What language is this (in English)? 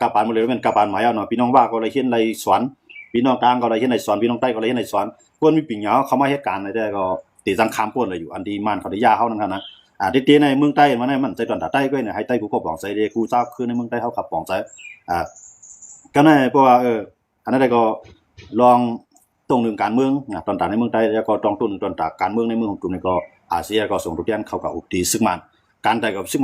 Shan